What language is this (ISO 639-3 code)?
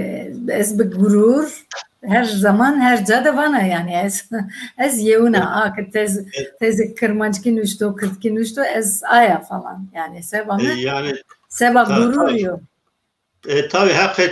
zza